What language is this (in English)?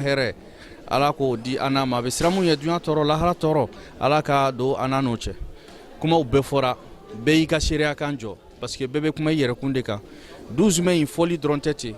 Bambara